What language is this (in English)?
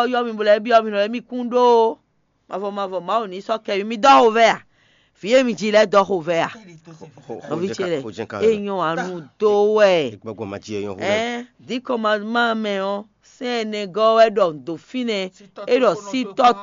Fon